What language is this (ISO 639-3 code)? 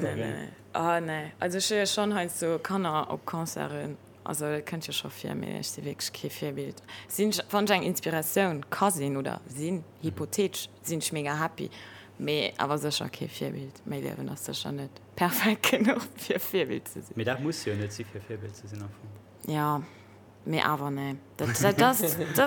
ltz